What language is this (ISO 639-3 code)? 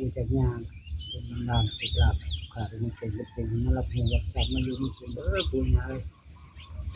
tts